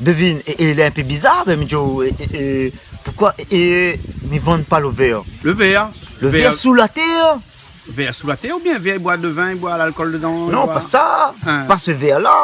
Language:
Réunion Creole French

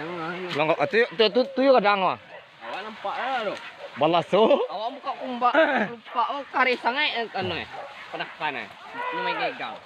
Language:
Minangkabau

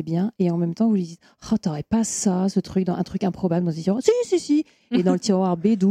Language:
French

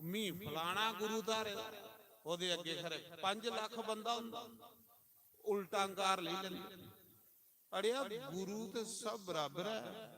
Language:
Dogri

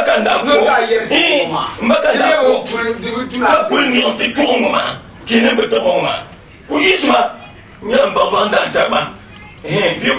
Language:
Dagbani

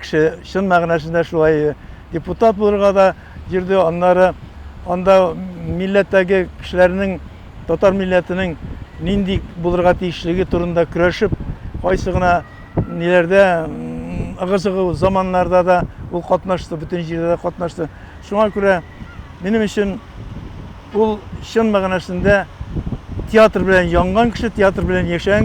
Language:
Tatar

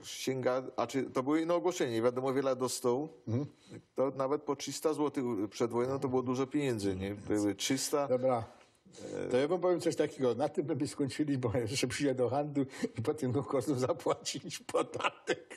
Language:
Silesian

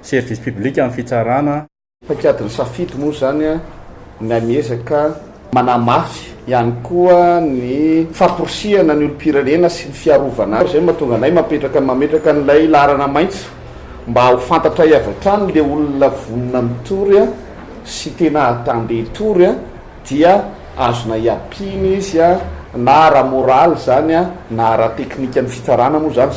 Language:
Malagasy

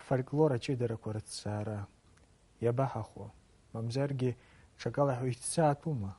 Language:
Abkhazian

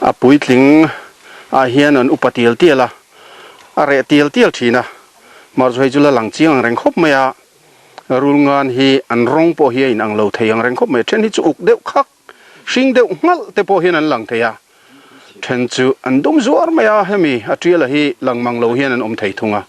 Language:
Mizo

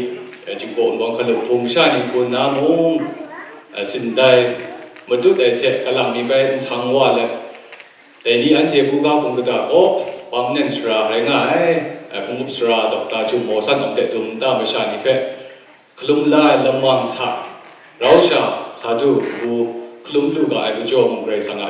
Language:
Kachin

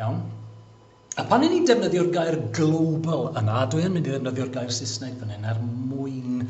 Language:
Welsh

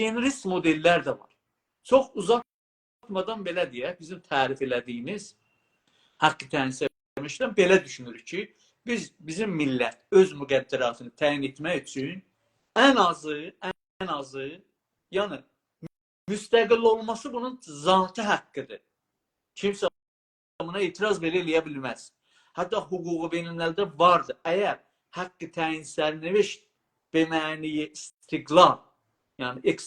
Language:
South Azerbaijani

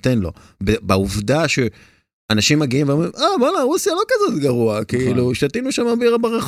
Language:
Hebrew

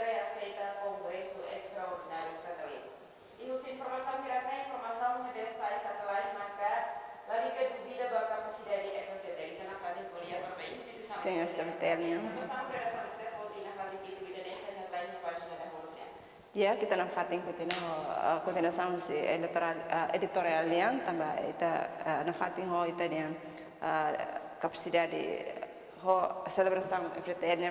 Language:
Tetum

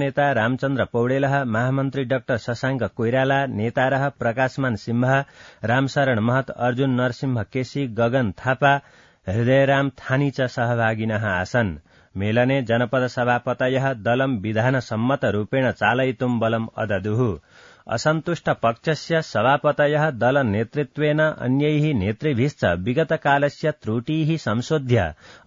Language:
Sanskrit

